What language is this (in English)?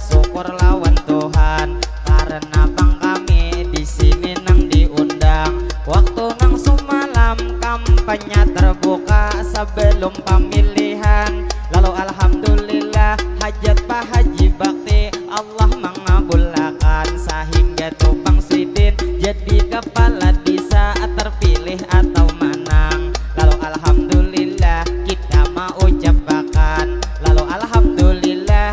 Banjar